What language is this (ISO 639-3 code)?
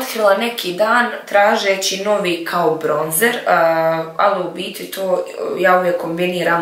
hrv